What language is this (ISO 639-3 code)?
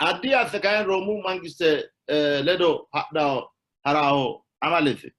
sid